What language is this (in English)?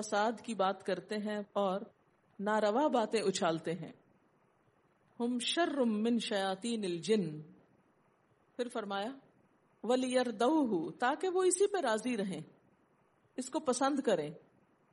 Urdu